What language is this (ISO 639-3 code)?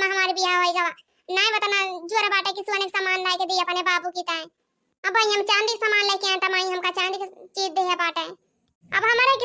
awa